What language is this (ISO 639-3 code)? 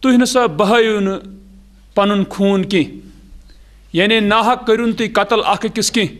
kas